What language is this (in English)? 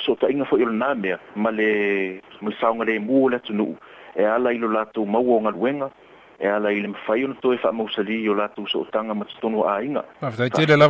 Samoan